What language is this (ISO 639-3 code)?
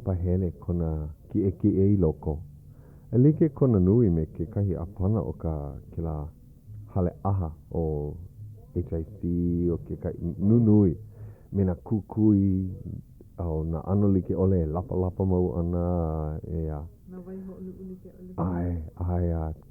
haw